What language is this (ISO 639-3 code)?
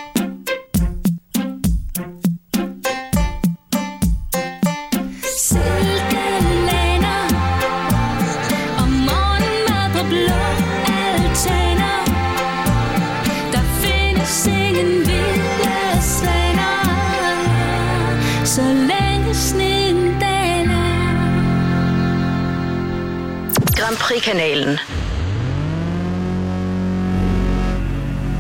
dan